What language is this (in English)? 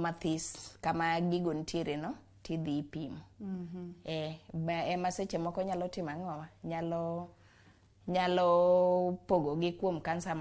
Luo (Kenya and Tanzania)